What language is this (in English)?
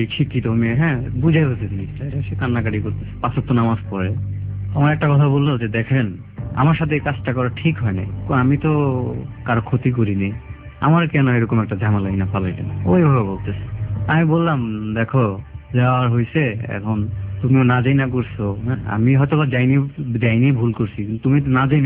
Bangla